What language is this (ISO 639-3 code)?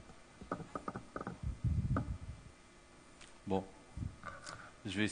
fra